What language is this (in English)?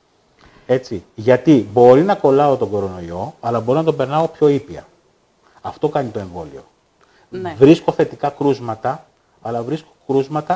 Greek